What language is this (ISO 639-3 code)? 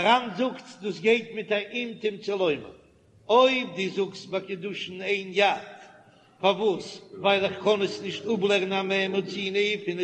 yid